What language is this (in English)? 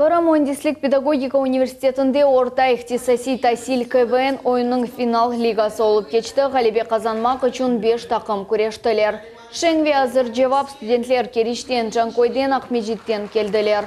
Crimean Tatar